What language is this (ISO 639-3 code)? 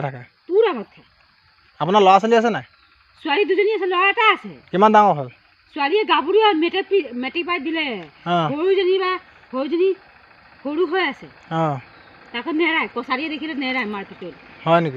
asm